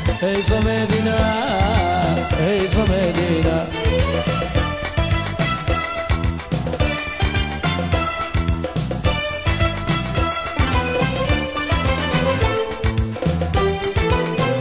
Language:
Hebrew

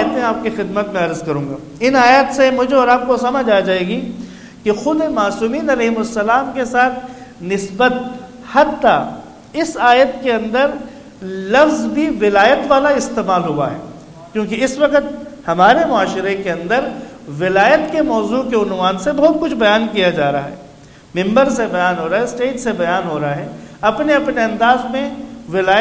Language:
Urdu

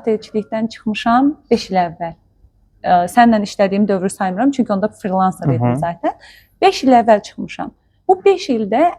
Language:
Azerbaijani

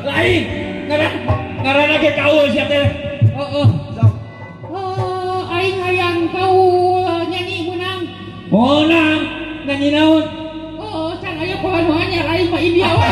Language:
Sundanese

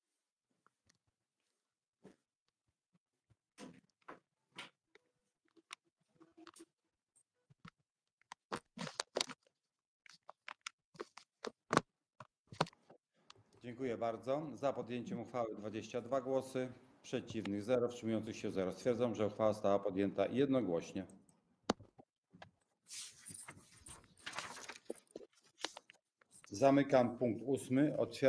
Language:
Polish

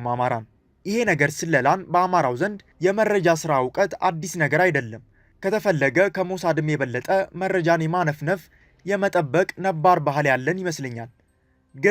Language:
Amharic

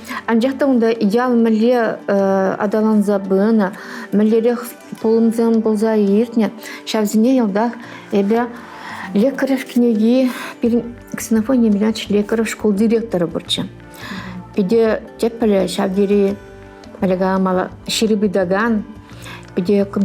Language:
Chuvash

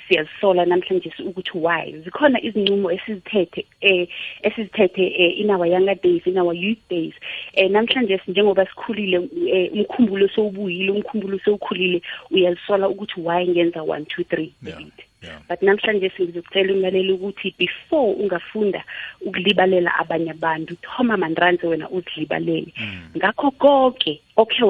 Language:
South Ndebele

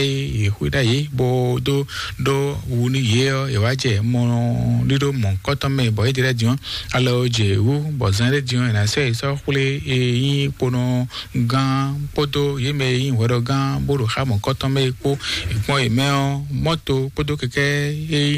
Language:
Fon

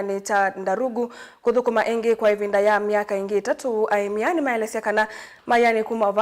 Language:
Kamba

